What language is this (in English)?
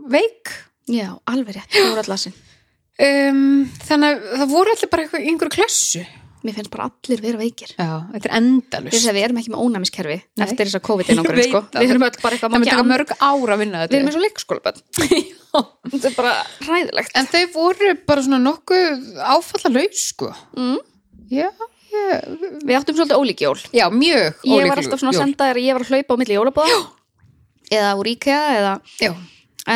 Icelandic